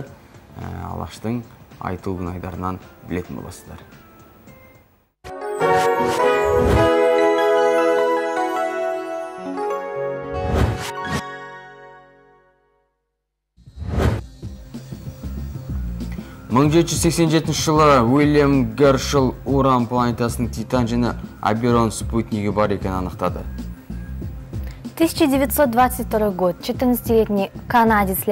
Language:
Kazakh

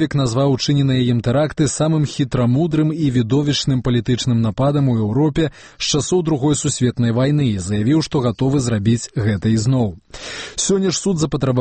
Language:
Belarusian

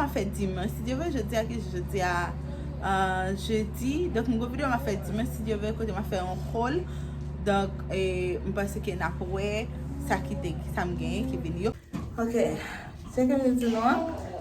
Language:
Haitian Creole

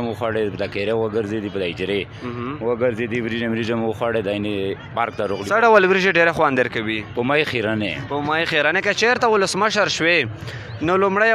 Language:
Pashto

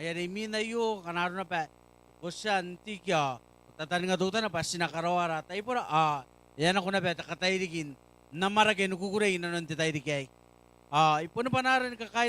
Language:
Gilbertese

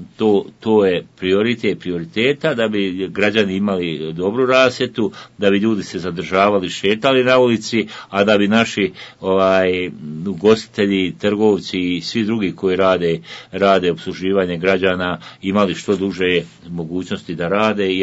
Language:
Bosnian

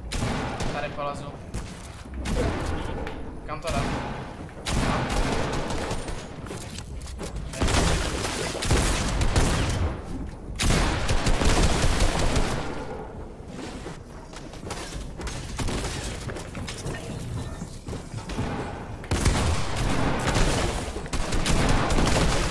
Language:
Czech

